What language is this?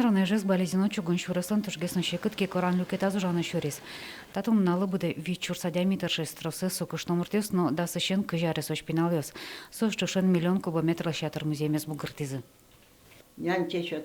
Udmurt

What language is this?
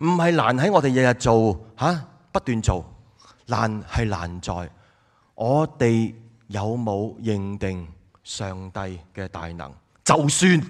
Cantonese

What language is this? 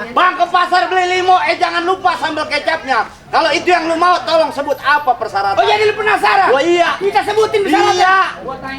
Betawi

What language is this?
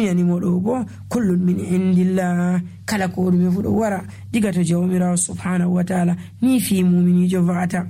Nigerian Fulfulde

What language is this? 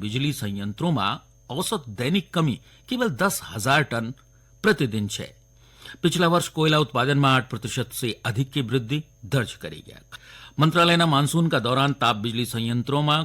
Garhwali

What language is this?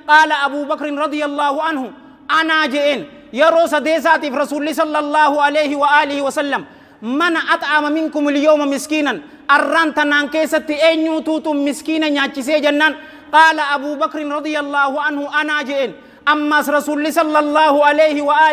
Oromo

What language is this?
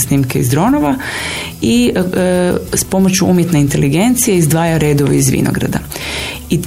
Croatian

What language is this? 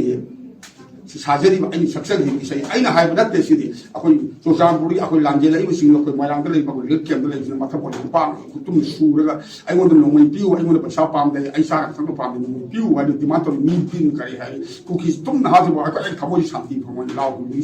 Manipuri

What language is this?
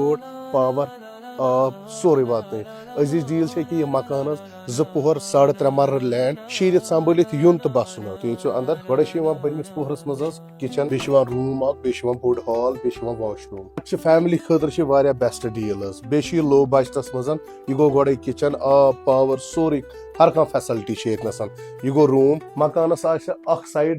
Kashmiri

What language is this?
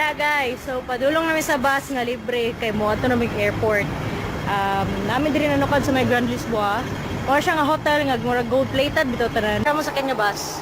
Cebuano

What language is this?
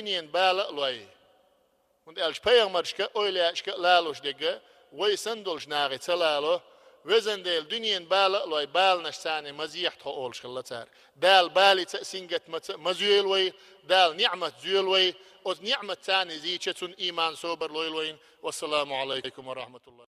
Chechen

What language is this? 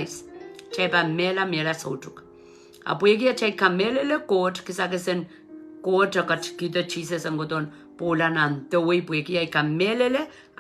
Pohnpeian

